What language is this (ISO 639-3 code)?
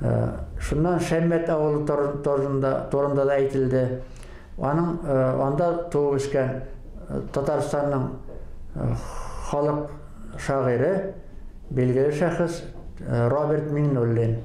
bak